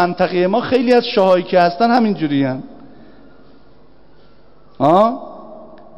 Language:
Persian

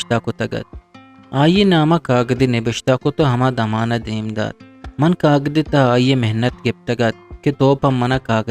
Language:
Eastern Balochi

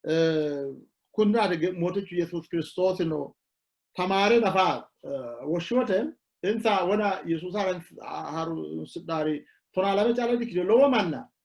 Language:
Sidamo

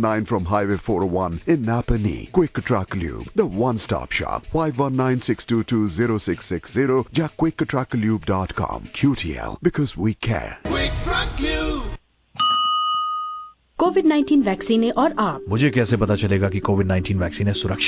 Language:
Punjabi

